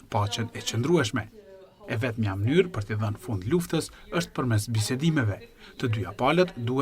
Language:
Albanian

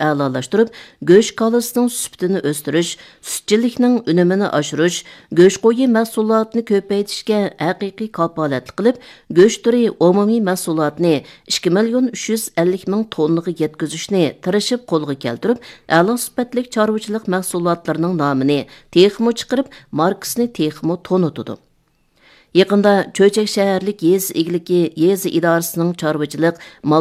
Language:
Uyghur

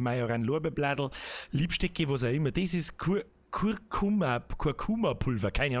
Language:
Bavarian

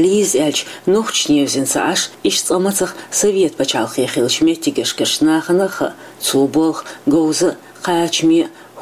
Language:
Chechen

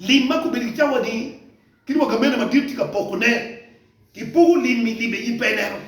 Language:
Acoli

